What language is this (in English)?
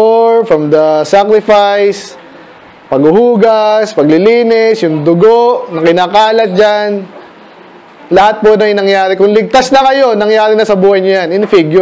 Filipino